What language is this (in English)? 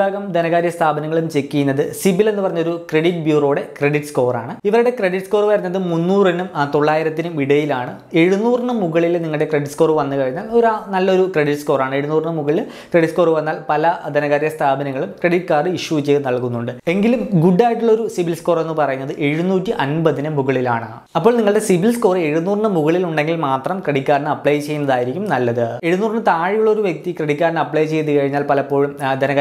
Malayalam